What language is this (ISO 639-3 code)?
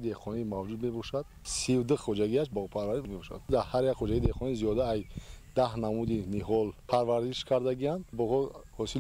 tgk